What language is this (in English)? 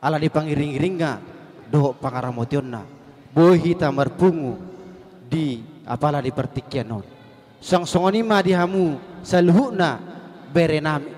Batak Toba